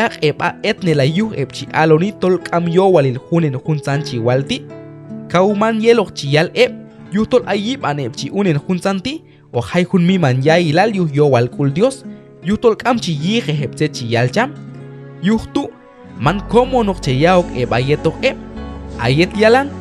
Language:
Q'anjob'al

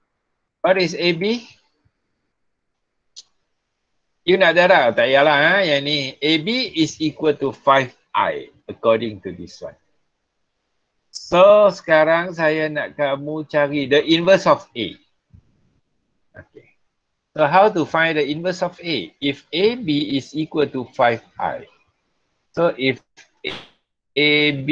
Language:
Malay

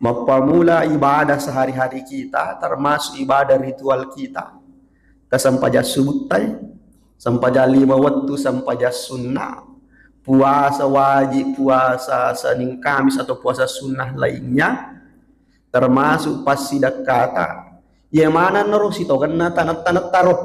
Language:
Buginese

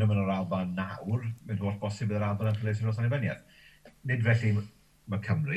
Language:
Welsh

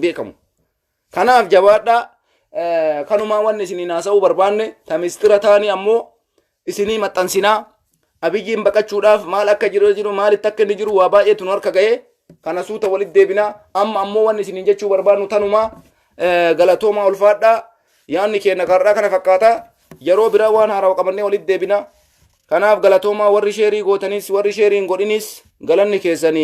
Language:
Oromo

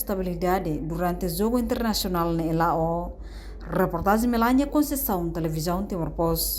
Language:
Tetum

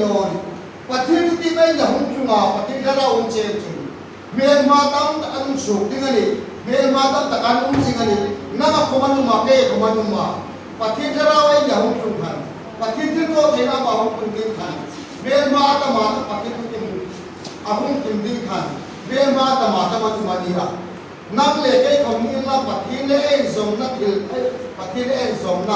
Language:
Hmar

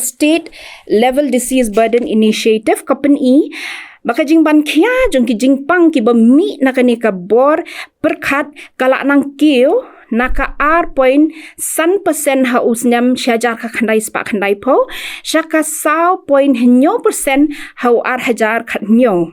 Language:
Khasi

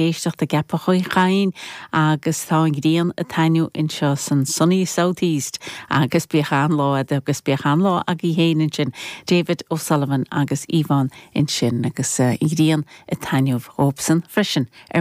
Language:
Irish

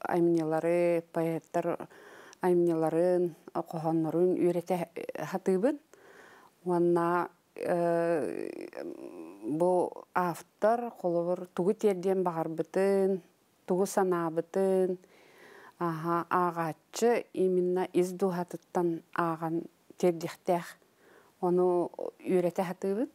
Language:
Yakut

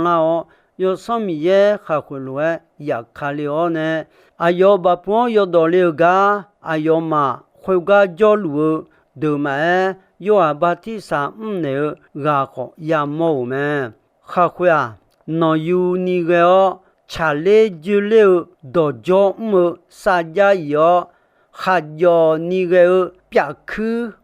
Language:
Akha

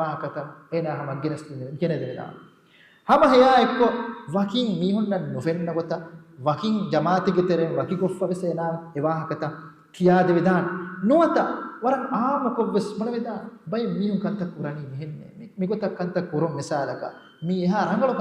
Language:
Divehi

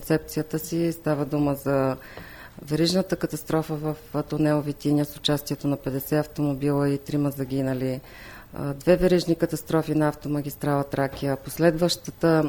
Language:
Bulgarian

